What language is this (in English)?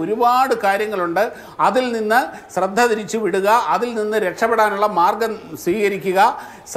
Malayalam